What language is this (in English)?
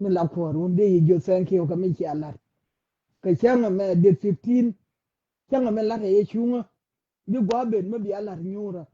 Nuer